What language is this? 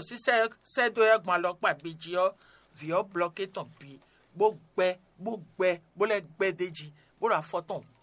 Fon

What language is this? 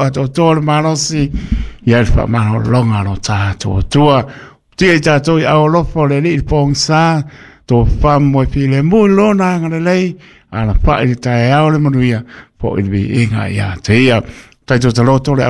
Samoan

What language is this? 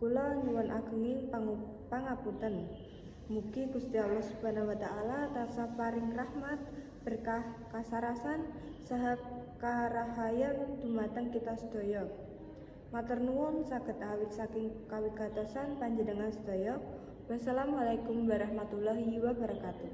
Javanese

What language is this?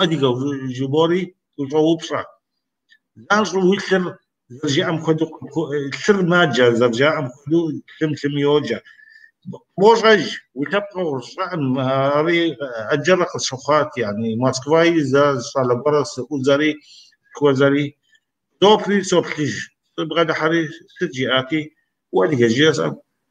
Kabardian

